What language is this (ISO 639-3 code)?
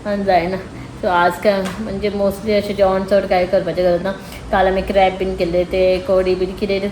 kok